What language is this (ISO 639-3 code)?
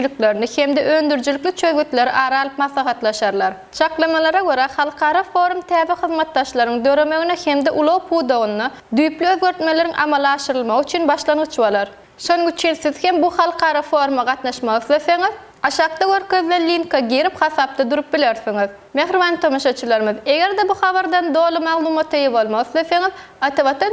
tuk